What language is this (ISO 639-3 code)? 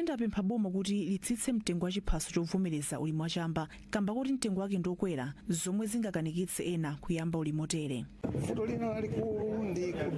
nya